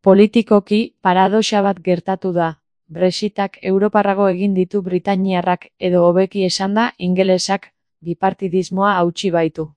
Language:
Basque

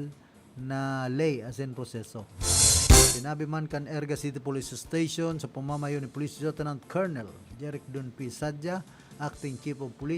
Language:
Bikol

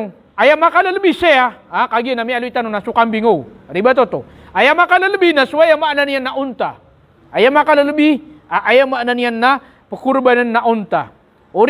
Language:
Maranao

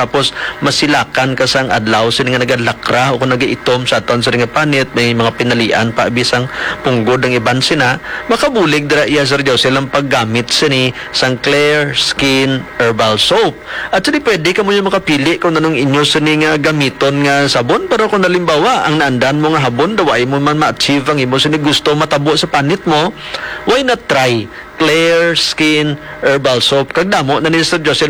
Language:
Hiligaynon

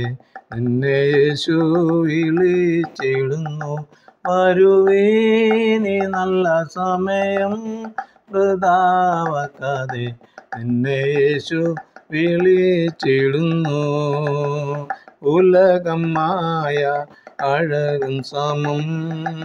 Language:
Malayalam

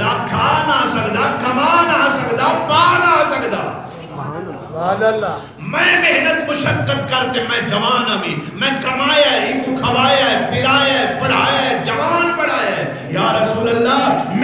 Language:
Saraiki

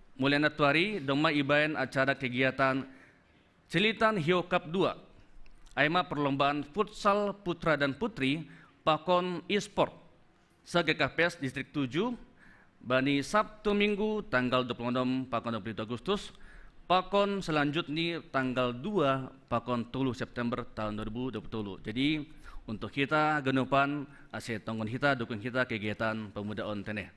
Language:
Batak Simalungun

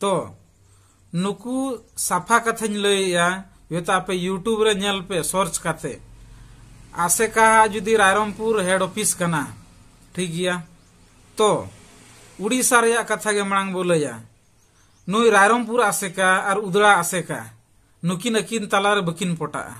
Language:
Santali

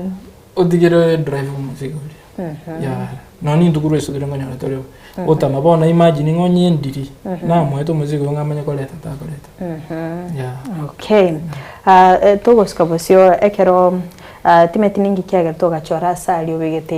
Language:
Gusii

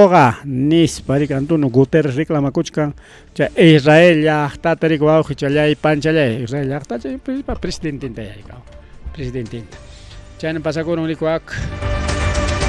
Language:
Ayacucho Quechua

